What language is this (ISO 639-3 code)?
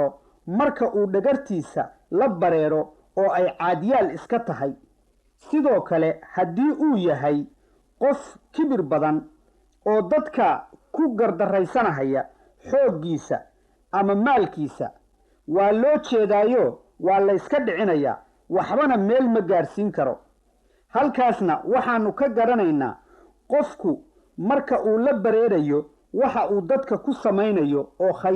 som